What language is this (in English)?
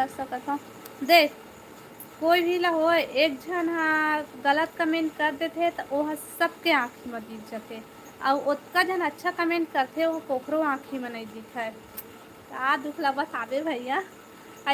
Chhattisgarhi